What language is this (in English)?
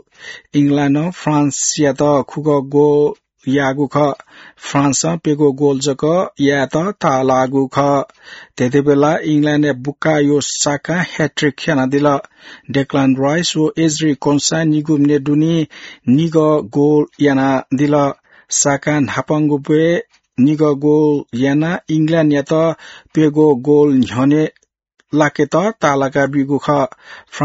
Newari